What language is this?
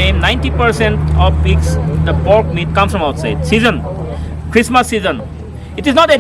Tangkhul Naga (India)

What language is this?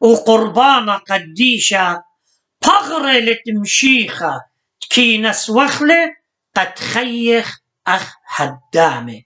Assyrian Neo-Aramaic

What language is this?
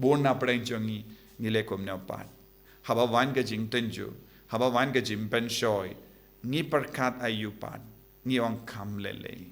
Khasi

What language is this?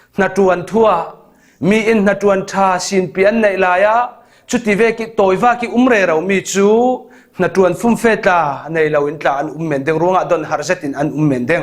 Falam Chin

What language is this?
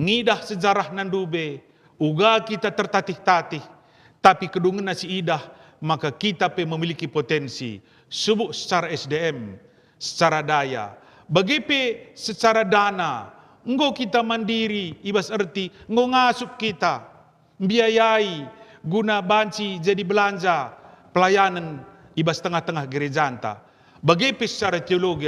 Batak Karo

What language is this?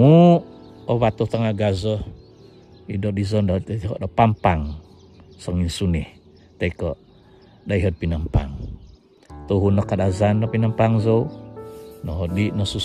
Central Dusun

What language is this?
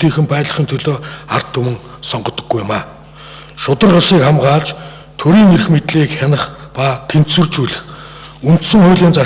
Mongolian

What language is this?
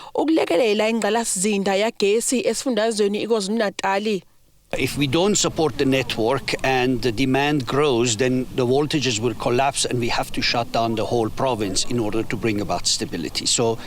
Zulu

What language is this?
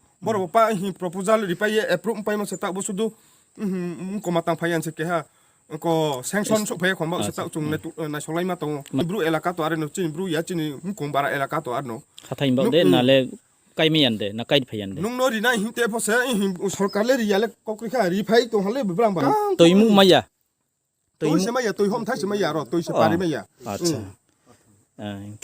Riang (India)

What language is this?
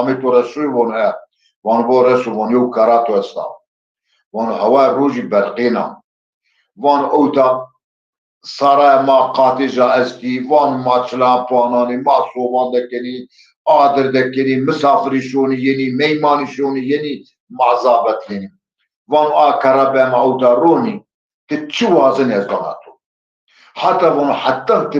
Zaza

